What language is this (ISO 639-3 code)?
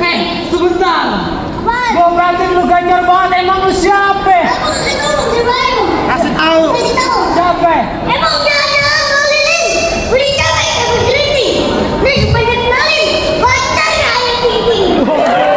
bew